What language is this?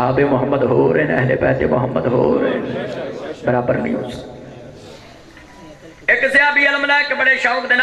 Urdu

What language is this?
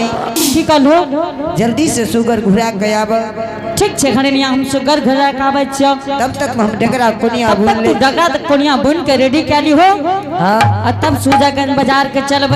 Angika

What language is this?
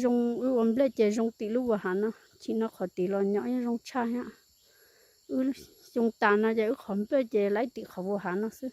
Hmong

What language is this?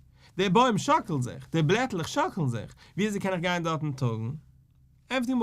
Yiddish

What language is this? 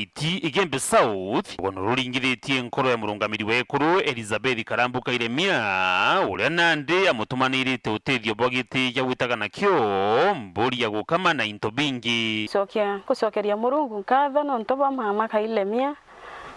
Meru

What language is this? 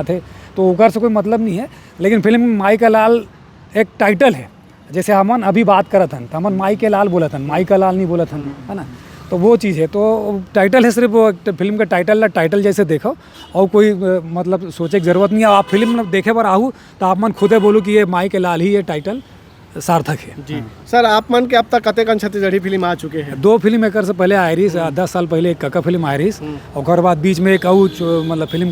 Chhattisgarhi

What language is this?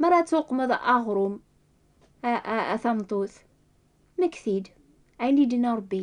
Kabyle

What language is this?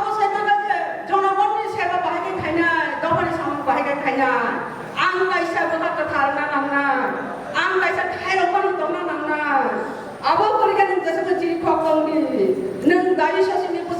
Kok Borok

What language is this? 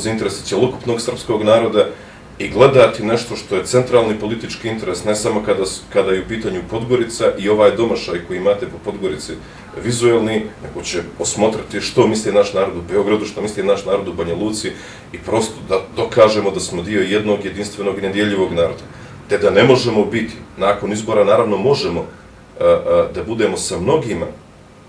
Bosnian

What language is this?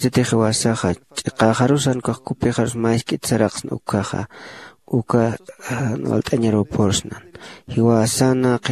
Aymara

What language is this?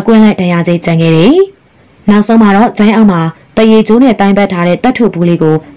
Burmese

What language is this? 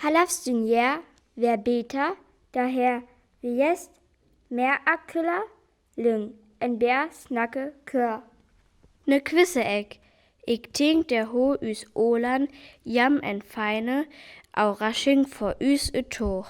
Northern Frisian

